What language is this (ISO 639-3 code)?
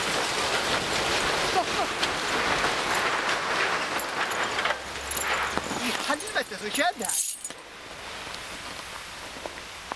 nor